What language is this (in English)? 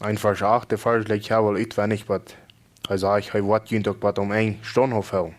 Plautdietsch